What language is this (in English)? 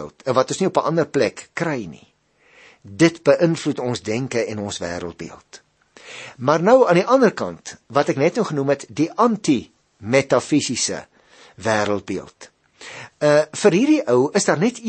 Afrikaans